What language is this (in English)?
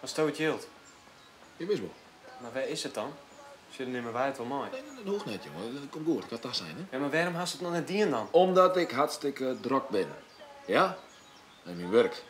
Western Frisian